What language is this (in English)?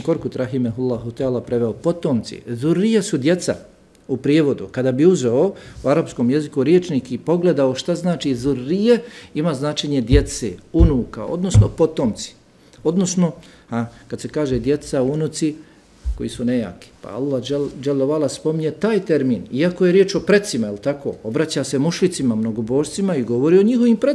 Bosnian